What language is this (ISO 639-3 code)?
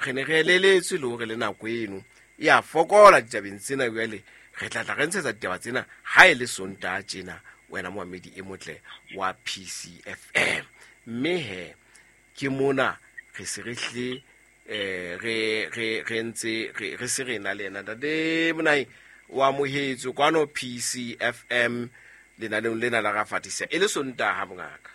sot